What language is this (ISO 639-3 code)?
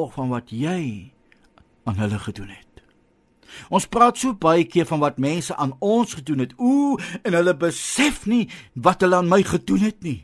afr